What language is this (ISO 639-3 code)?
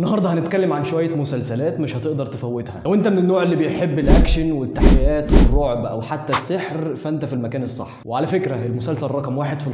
arz